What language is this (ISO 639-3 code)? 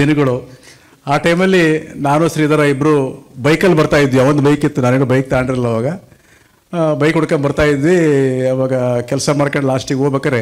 kan